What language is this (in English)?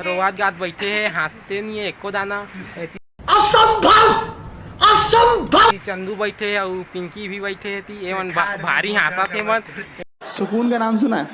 Chhattisgarhi